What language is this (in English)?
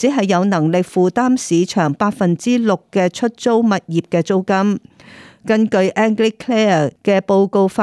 Cantonese